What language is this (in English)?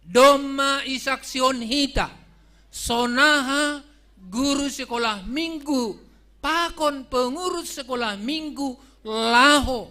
Batak Simalungun